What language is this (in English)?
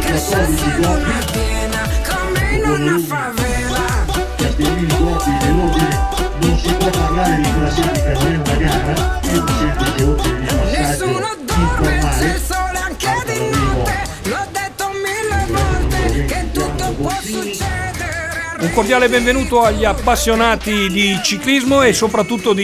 Italian